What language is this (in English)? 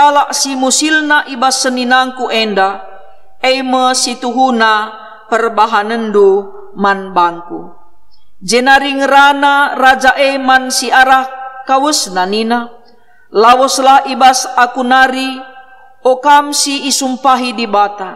Batak Karo